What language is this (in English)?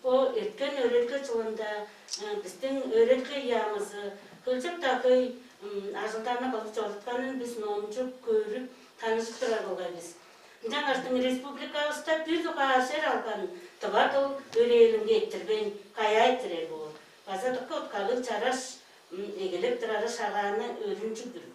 Tuvinian